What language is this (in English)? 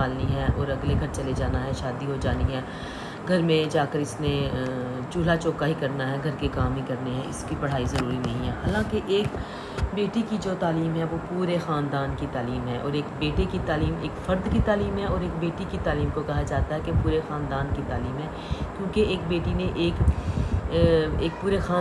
Urdu